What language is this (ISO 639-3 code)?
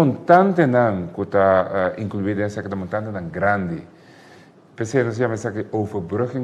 pap